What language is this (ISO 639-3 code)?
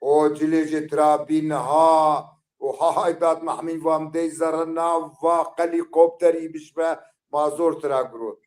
zza